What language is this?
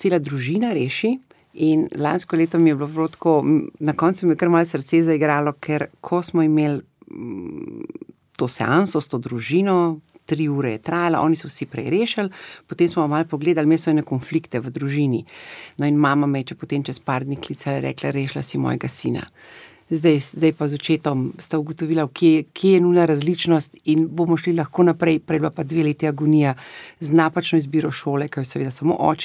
Slovenian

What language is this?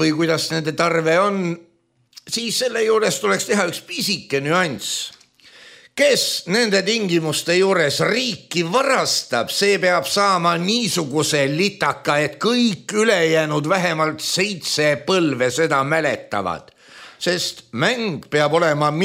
Estonian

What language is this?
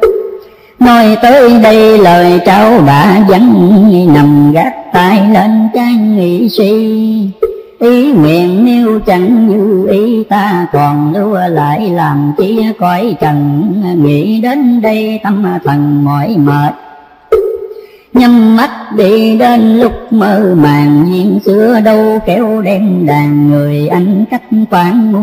Vietnamese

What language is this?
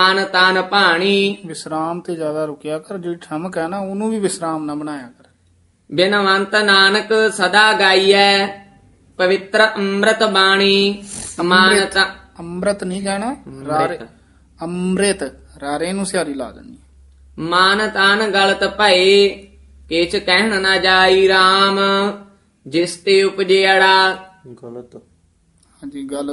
Punjabi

